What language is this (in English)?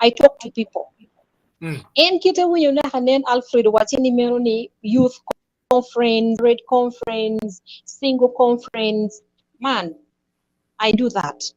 Acoli